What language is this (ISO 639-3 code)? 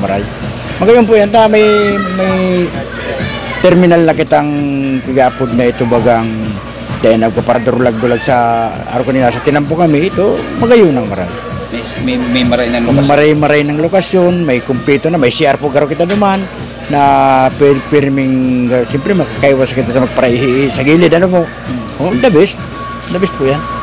bik